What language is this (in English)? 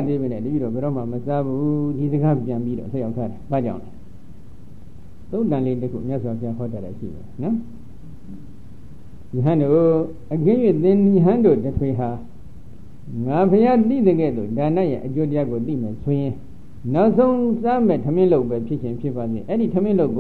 Burmese